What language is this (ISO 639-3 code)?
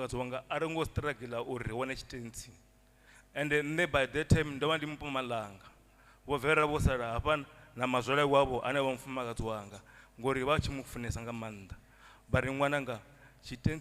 ven